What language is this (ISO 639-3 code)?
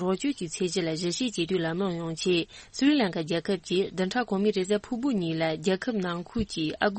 bod